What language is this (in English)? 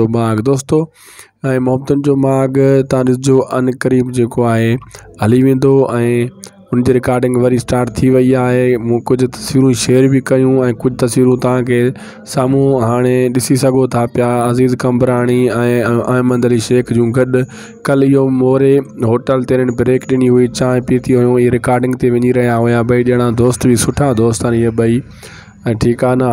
Sindhi